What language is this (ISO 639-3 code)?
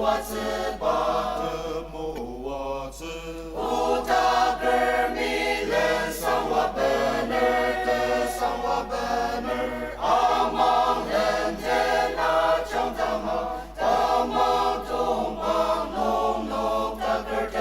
njo